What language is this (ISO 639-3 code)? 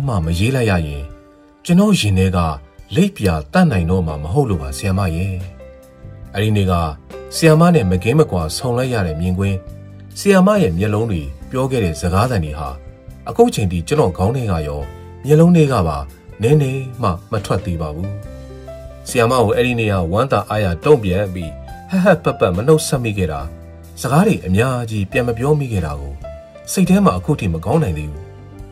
mya